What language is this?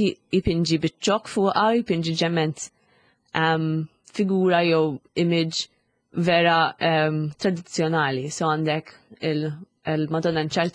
Maltese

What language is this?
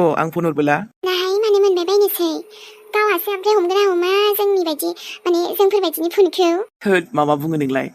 Bodo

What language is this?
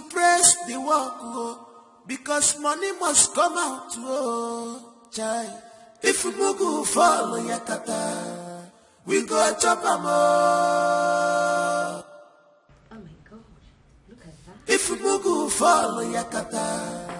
Nigerian Pidgin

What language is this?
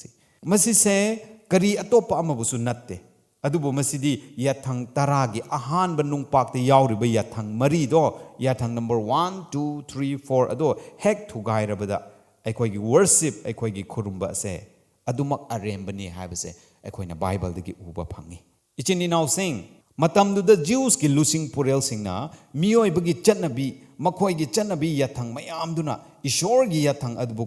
Manipuri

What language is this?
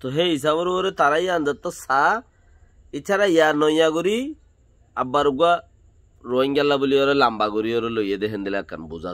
Rohingya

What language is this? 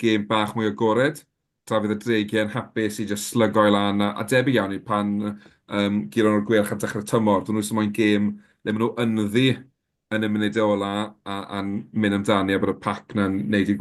Welsh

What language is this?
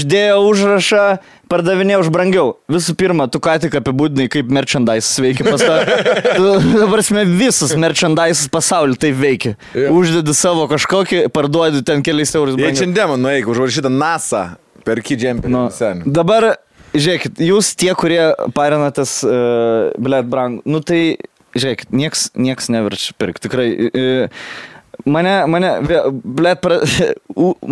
Lithuanian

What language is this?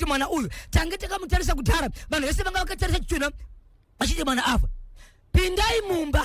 Shona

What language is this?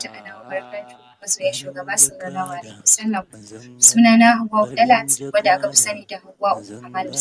Hausa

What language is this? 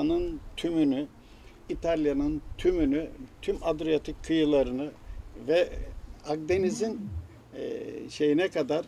Turkish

